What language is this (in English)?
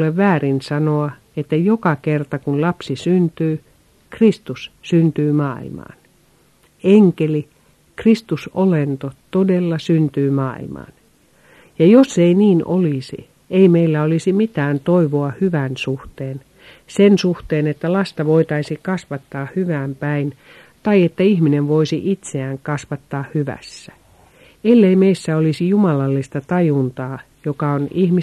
Finnish